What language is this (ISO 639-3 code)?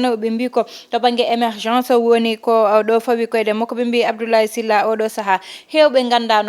ful